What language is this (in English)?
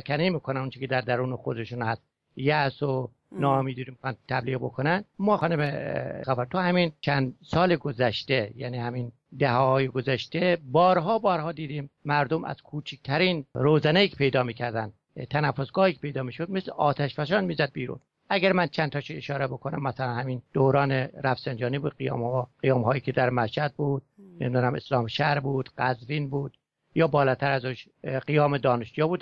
Persian